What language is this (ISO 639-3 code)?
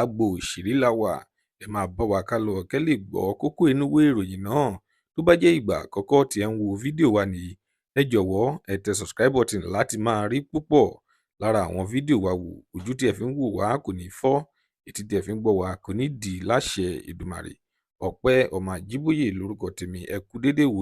yor